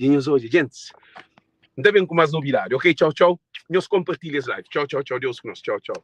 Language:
Kabuverdianu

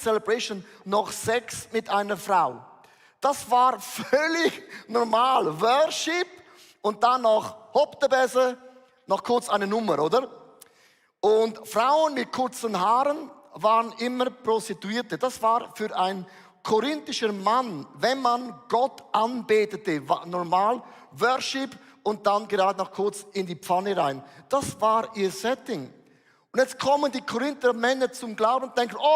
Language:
Swiss German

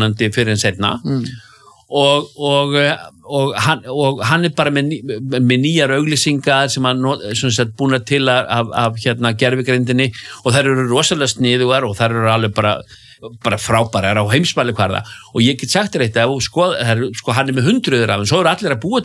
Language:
Icelandic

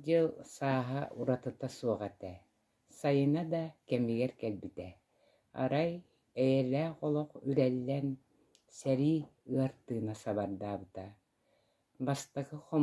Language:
Yakut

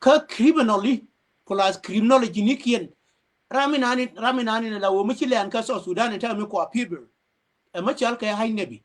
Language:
Nuer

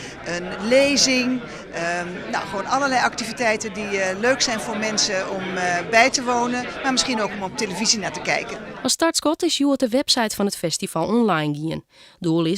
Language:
Western Frisian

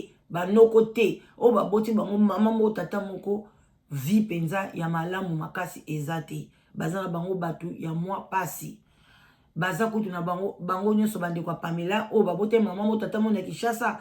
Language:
Lingala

